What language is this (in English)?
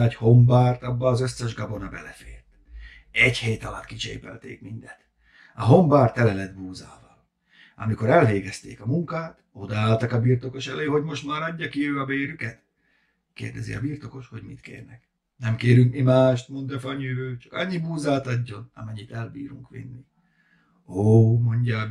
Hungarian